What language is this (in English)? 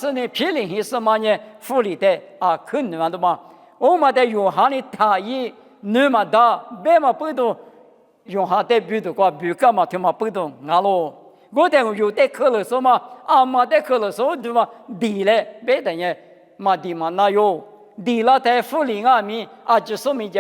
Lisu